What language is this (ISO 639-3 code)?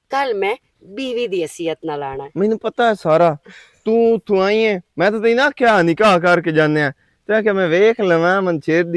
lah